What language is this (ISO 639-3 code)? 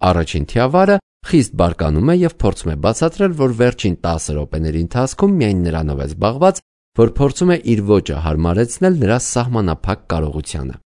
hye